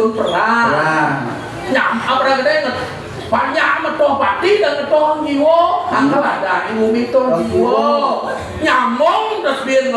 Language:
Balinese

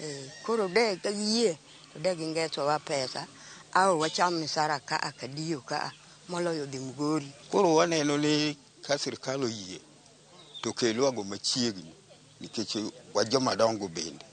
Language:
Luo (Kenya and Tanzania)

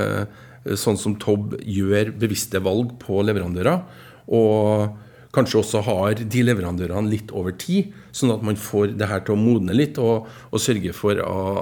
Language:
Norwegian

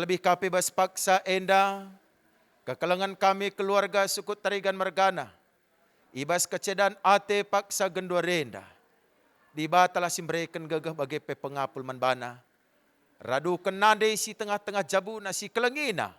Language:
Batak Karo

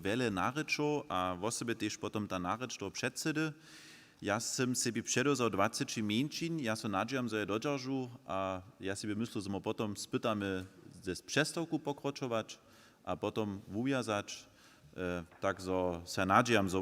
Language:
Upper Sorbian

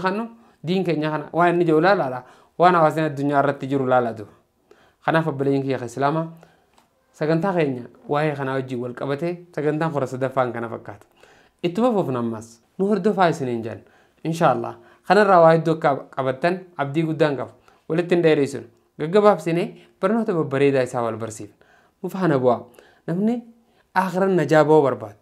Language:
Oromo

